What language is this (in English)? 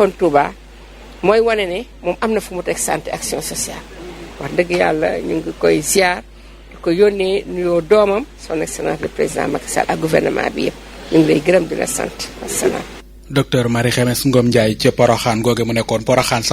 Wolof